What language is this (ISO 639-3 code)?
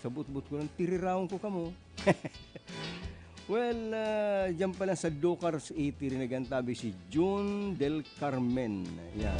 bik